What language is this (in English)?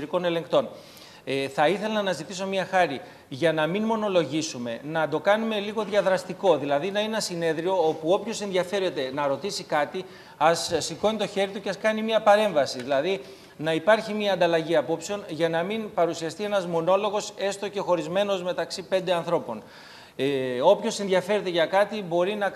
Greek